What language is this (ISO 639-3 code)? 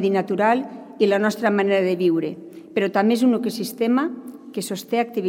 cat